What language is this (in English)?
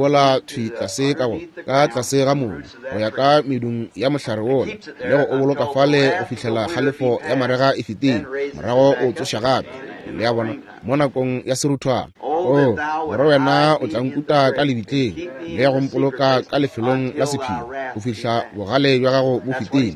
Northern Sotho